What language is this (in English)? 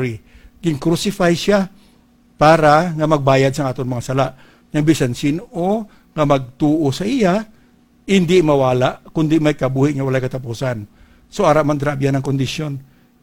Hiligaynon